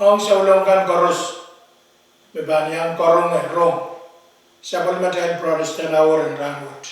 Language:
Pohnpeian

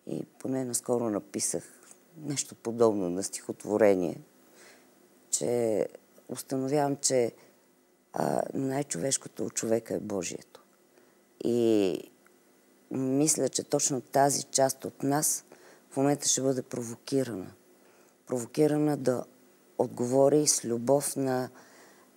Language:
Bulgarian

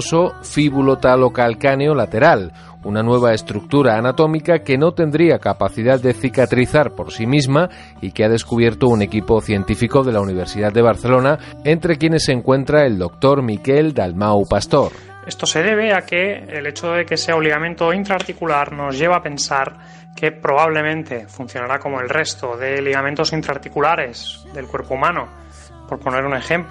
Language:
Spanish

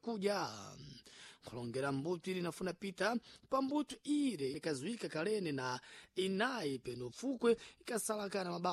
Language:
Sena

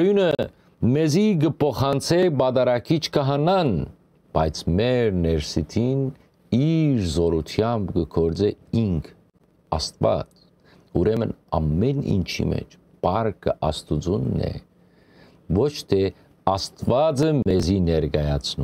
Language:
Western Armenian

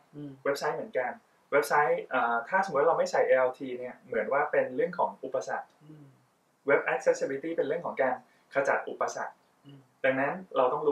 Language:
Thai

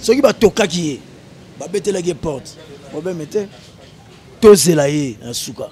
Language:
Lingala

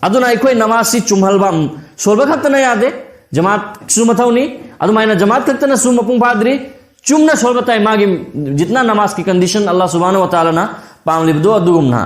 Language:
Manipuri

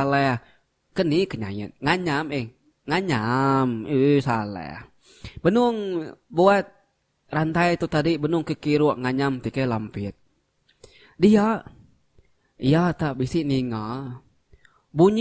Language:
Iban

